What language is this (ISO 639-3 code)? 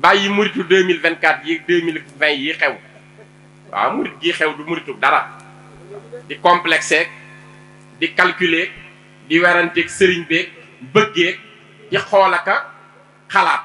wol